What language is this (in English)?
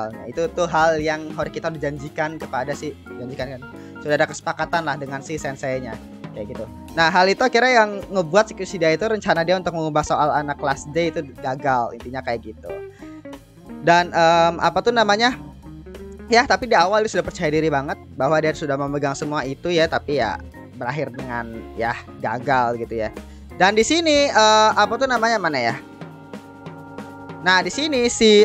Indonesian